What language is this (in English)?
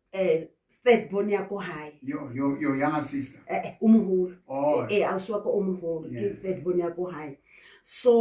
Southern Sotho